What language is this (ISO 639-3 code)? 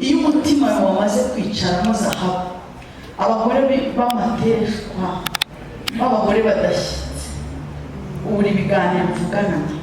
kin